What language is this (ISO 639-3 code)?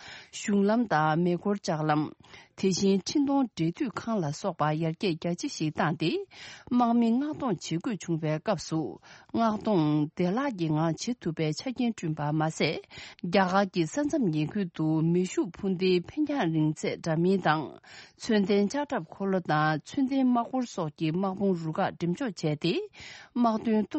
bod